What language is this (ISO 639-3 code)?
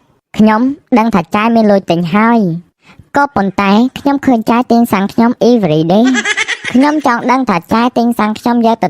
khm